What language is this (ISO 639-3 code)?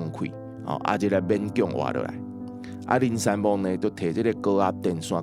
nan